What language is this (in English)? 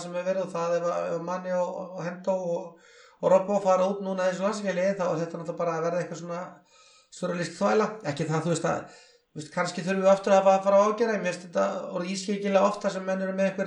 Icelandic